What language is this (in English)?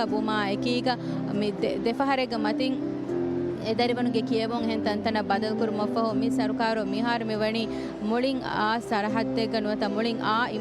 Divehi